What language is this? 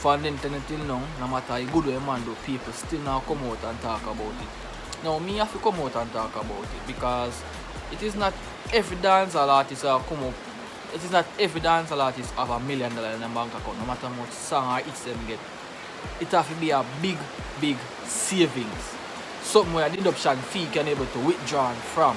Jamaican Creole English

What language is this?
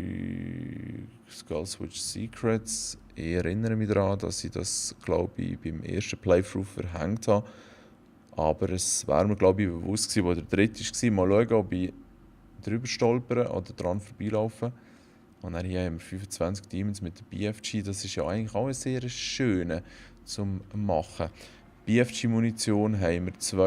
Swiss German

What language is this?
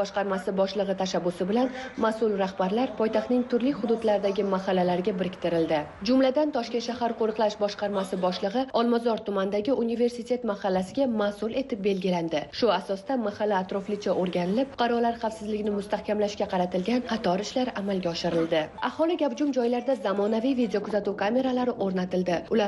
Uzbek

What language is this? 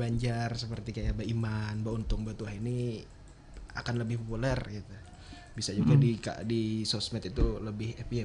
Banjar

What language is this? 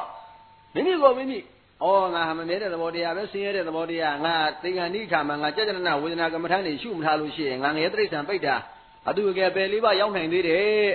Burmese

